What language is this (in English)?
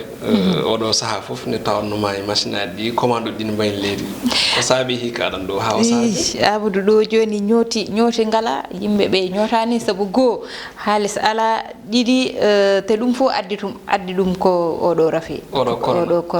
Fula